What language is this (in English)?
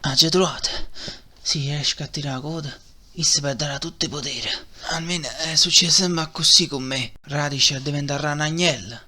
Neapolitan